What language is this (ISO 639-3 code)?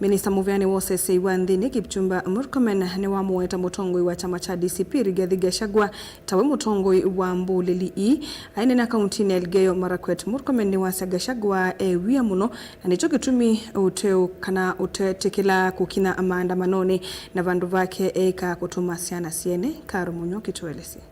kam